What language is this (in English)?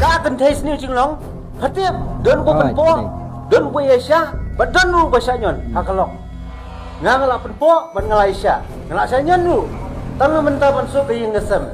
Khasi